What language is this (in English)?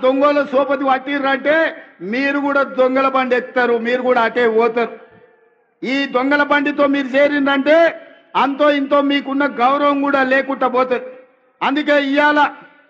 Telugu